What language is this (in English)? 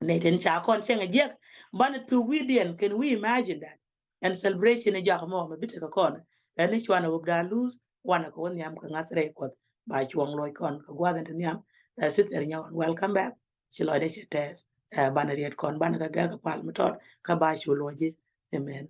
Nuer